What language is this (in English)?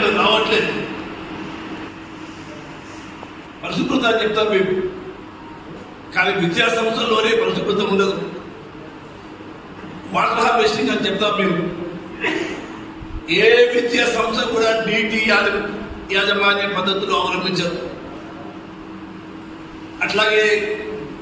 Telugu